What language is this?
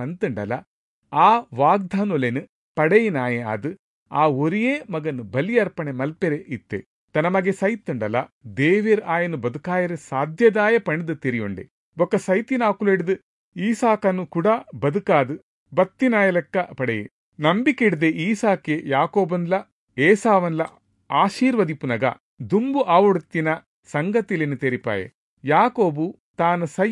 Tulu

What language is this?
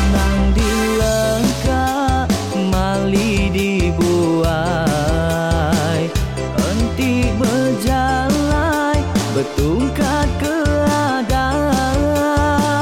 Iban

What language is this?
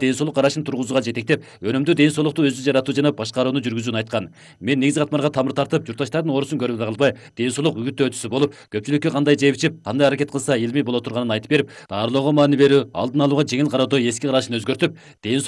Kyrgyz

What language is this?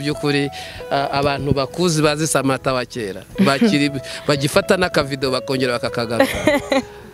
Kinyarwanda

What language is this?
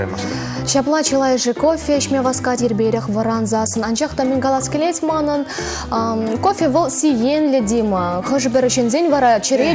Chuvash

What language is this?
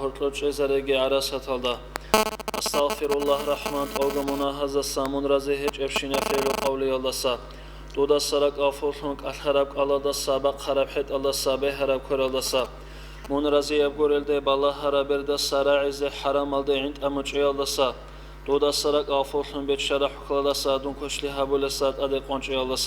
Avaric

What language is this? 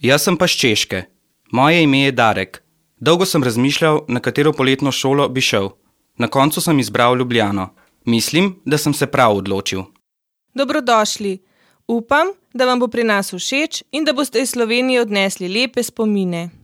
Slovenian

